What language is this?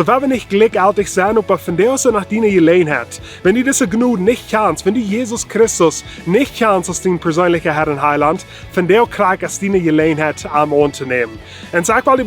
Plautdietsch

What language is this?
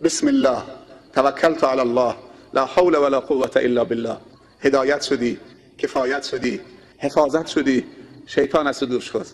Tajik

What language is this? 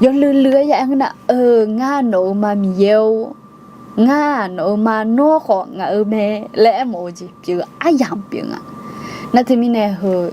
Akha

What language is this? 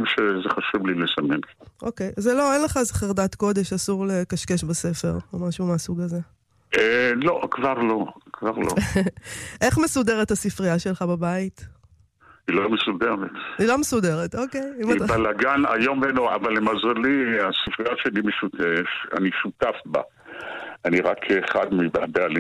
Hebrew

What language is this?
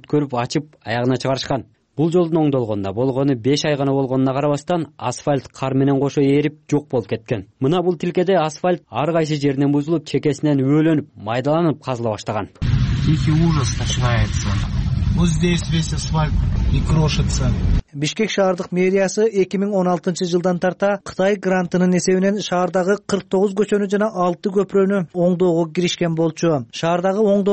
Kyrgyz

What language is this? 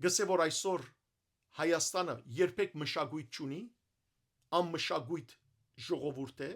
Western Armenian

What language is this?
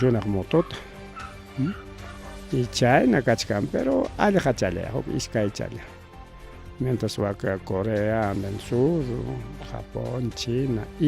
Ayacucho Quechua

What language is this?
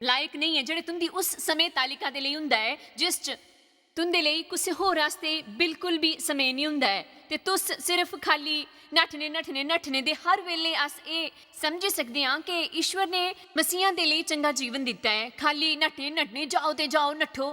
Dogri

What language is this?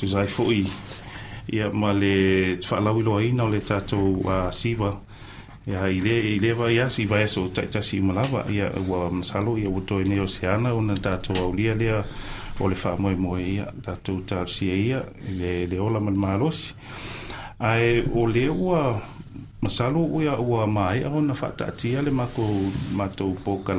Samoan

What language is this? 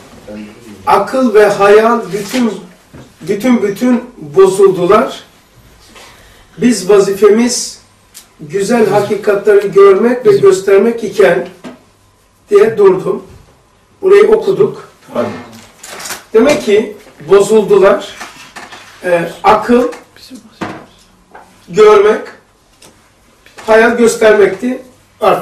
Turkish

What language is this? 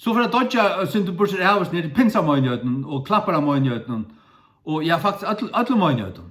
Faroese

